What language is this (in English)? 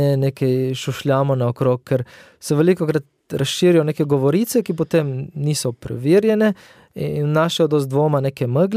Slovenian